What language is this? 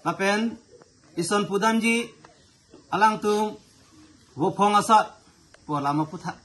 Karbi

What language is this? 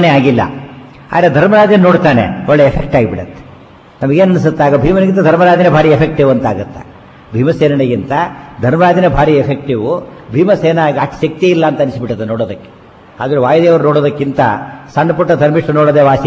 Kannada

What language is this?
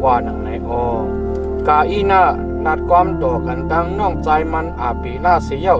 Shan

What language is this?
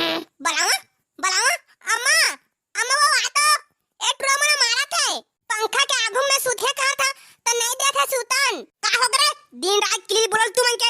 Chhattisgarhi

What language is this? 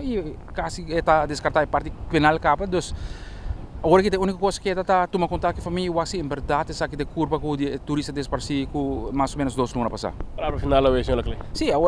Papiamento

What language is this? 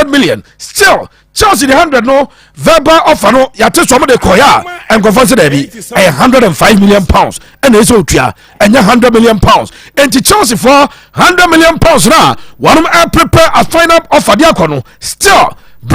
Akan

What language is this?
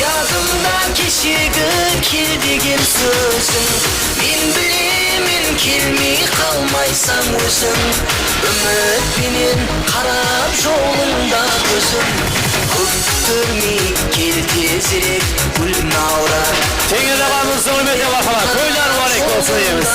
Kara-Kalpak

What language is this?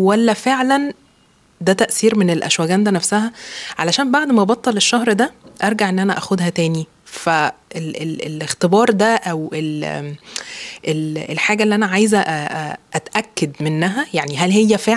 Egyptian Arabic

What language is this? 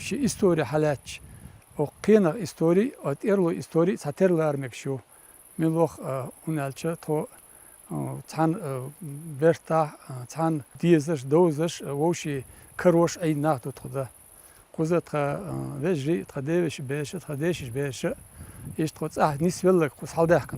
Chechen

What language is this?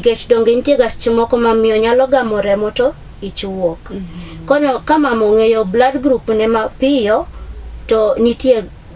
Luo (Kenya and Tanzania)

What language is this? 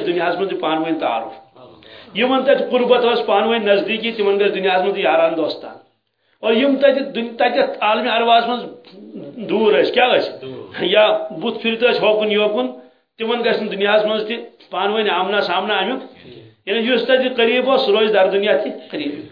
Kashmiri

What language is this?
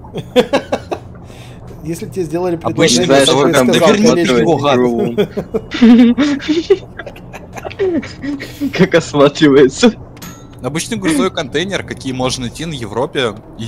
Russian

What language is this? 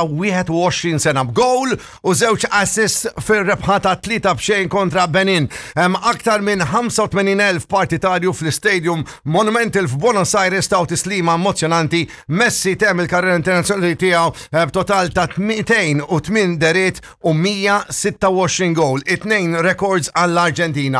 Maltese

